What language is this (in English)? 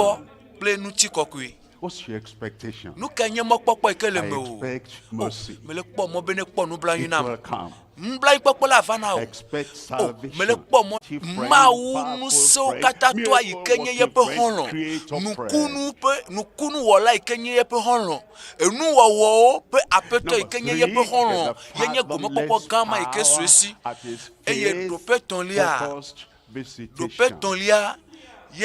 Ewe